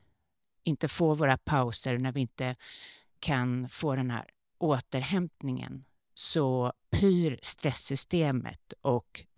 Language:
Swedish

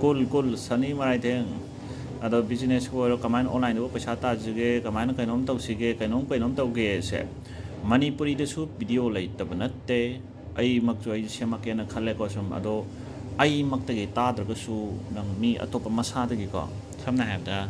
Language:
Manipuri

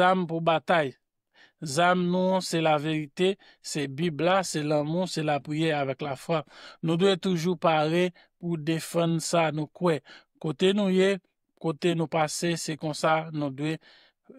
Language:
Haitian Creole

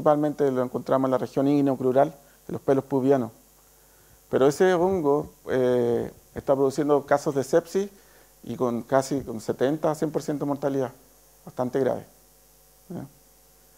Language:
Spanish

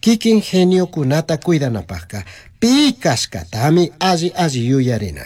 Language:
Chimborazo Highland Quichua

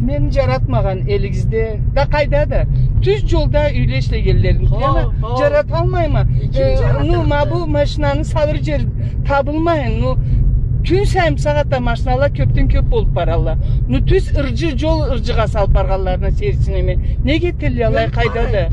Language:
Karachay-Balkar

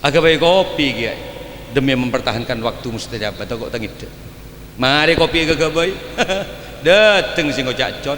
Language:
Madurese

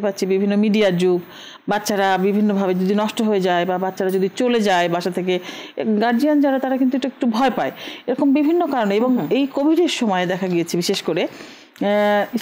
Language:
Bangla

